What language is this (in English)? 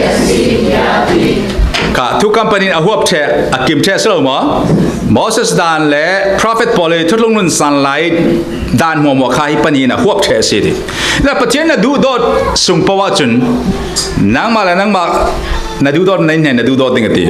Falam Chin